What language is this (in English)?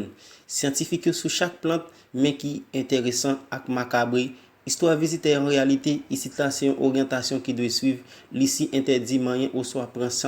Haitian Creole